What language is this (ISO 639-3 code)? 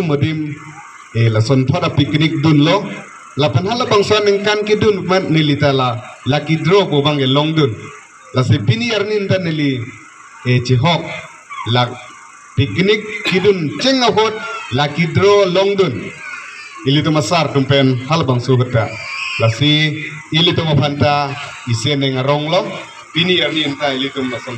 mjw